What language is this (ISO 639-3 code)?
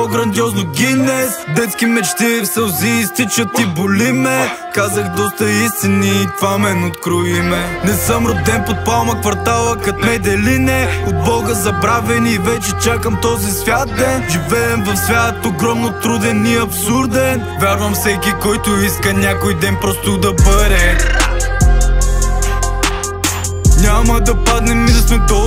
bul